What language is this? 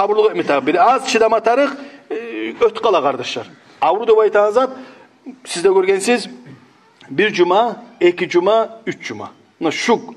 Kumyk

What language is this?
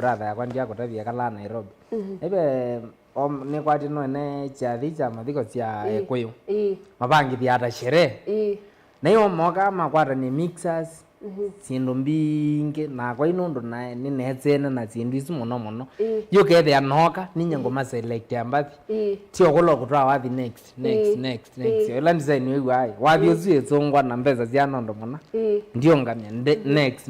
Kamba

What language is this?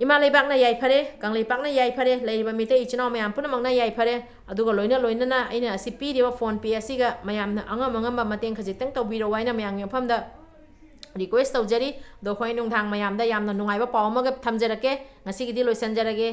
Manipuri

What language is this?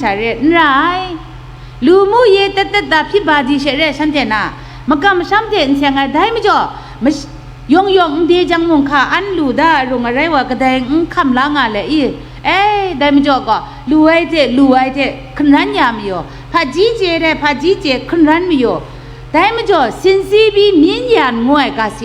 Kachin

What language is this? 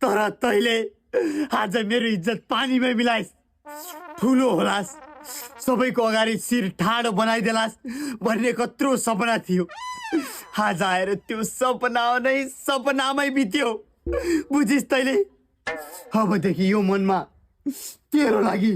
Nepali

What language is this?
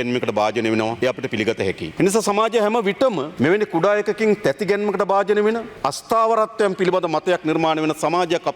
Sinhala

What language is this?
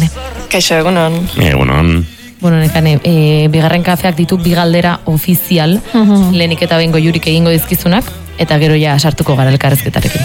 Basque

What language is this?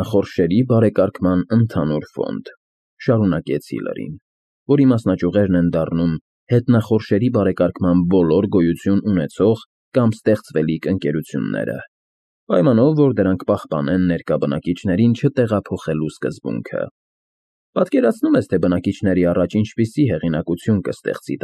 Armenian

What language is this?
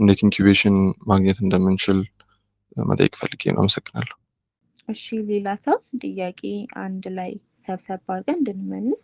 Amharic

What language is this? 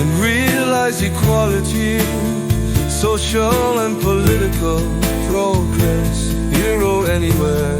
Luxembourgish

